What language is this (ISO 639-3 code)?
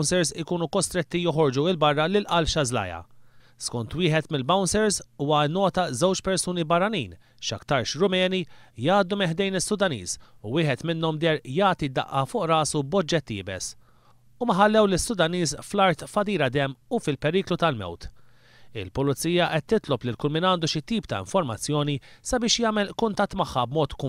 mlt